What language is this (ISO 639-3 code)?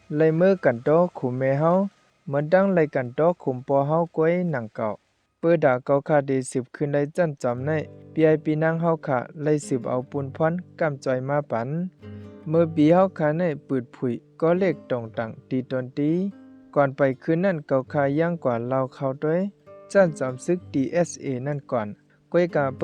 shn